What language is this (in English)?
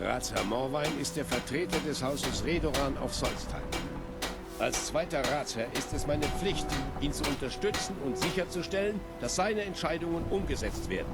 Bavarian